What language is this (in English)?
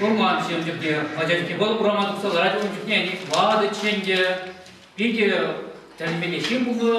Chuvash